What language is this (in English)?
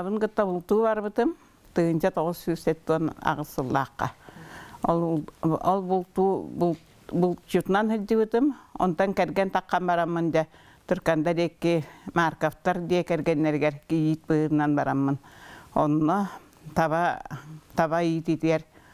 Yakut